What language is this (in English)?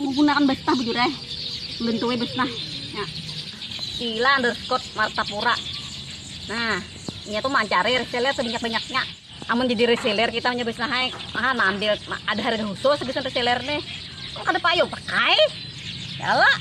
Banjar